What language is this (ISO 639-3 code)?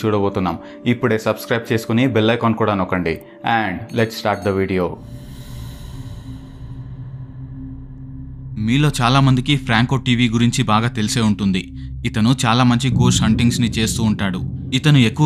tel